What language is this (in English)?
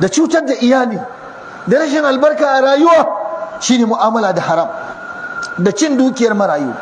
Hausa